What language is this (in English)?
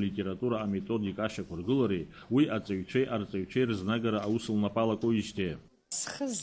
Abkhazian